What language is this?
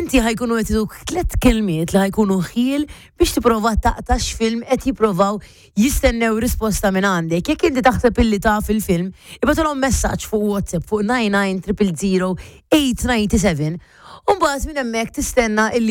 Maltese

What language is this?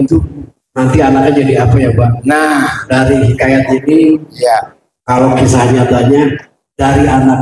Betawi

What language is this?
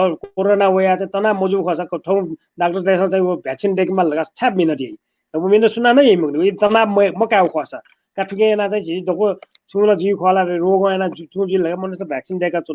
Newari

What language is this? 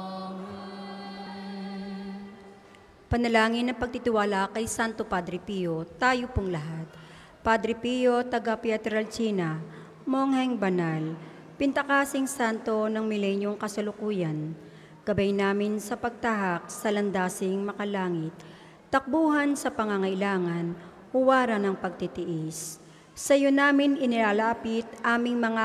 Filipino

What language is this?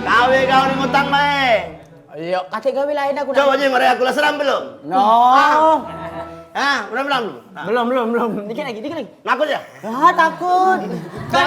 Musi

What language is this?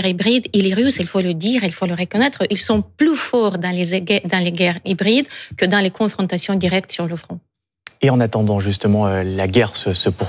French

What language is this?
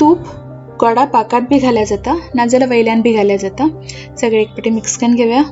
Konkani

